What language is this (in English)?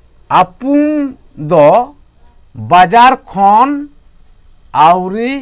Santali